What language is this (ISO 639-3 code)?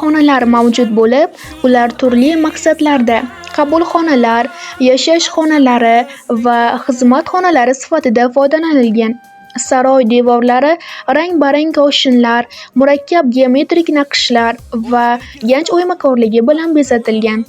uzb